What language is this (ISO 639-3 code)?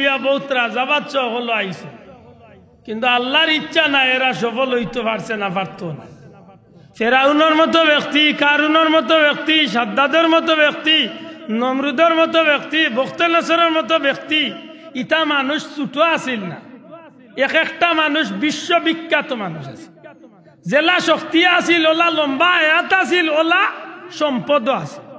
syl